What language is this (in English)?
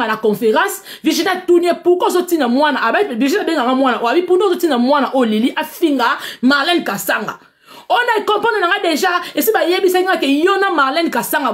Lingala